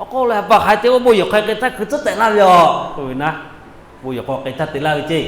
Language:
Lahu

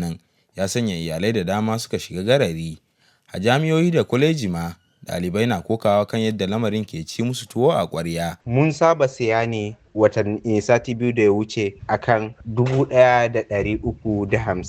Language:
Hausa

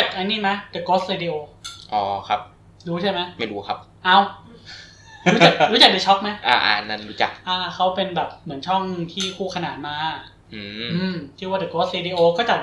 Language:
Thai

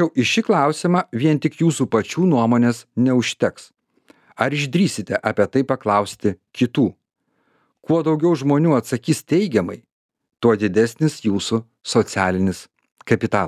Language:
Lithuanian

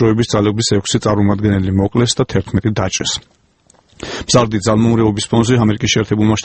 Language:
Georgian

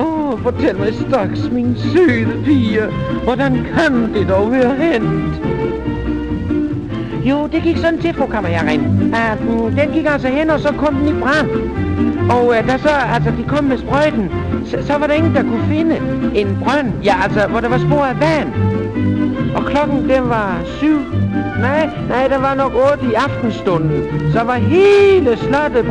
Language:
Danish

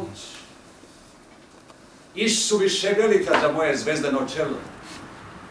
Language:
Croatian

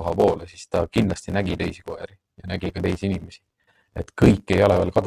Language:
Estonian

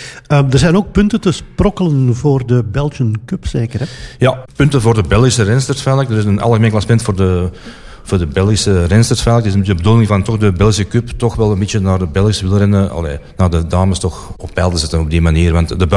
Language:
Dutch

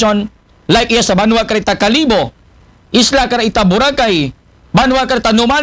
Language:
Aklanon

